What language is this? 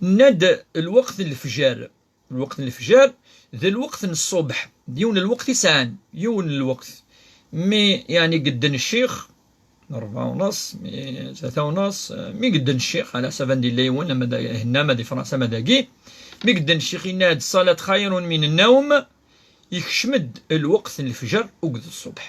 Kabyle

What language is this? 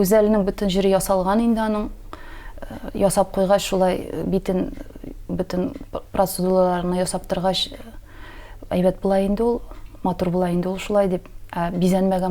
Tatar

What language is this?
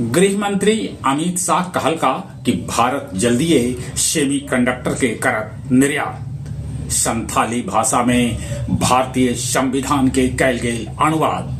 Magahi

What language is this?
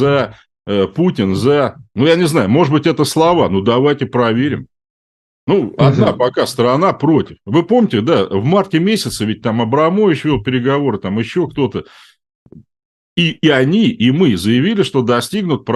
Russian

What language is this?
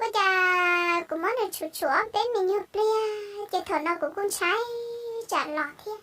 Hmong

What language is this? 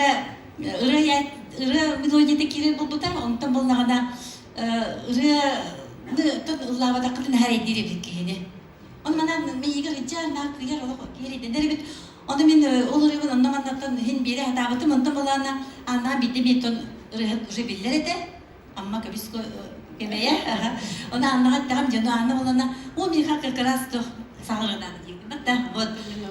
Yakut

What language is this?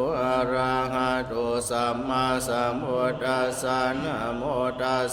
Pali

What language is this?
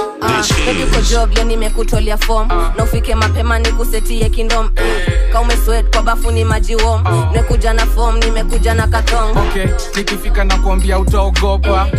Swahili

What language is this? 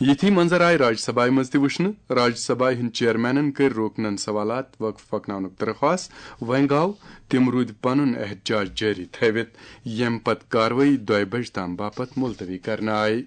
Kashmiri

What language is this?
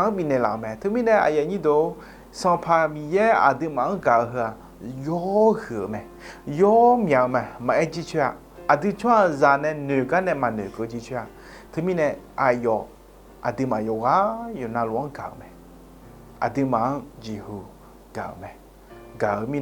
Akha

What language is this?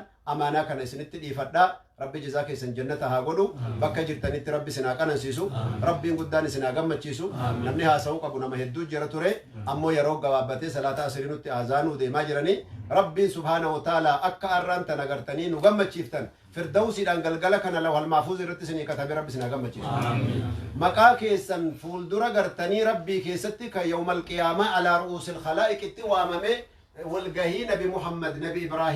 Oromo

